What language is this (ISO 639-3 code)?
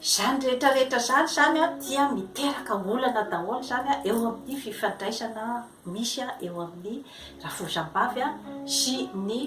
mlg